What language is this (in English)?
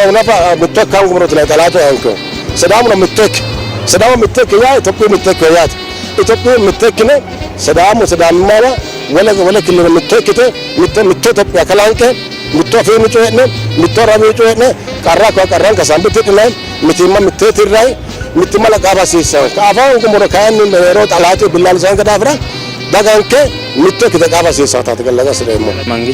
Sidamo